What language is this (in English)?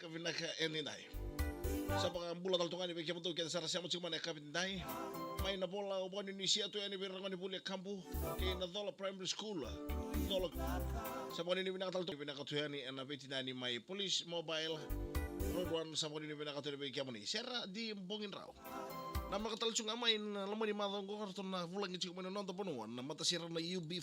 Fijian